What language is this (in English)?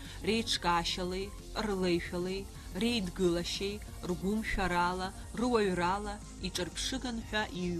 Abkhazian